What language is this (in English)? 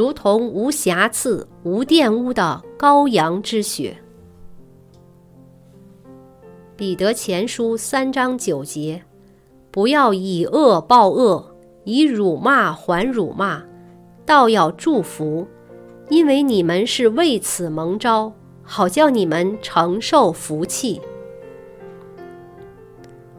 Chinese